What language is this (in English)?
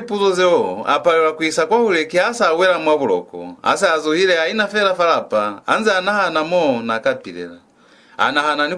Lozi